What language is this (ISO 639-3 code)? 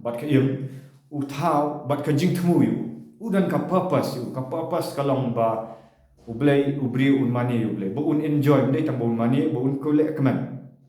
kha